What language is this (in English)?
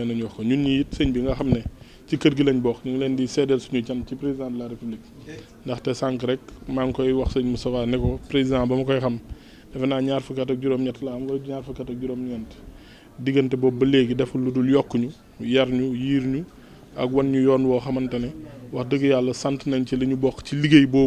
Wolof